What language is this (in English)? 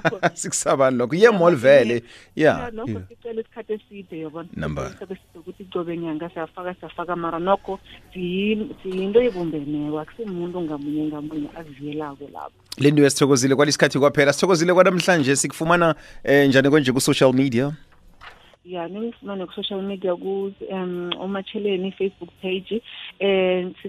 South Ndebele